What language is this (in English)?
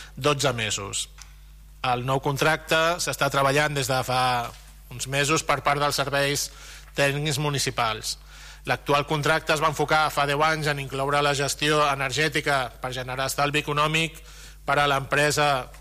Catalan